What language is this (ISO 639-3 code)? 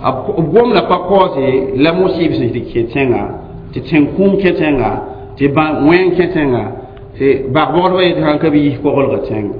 mos